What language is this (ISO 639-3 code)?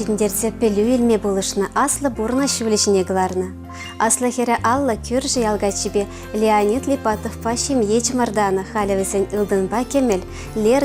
chv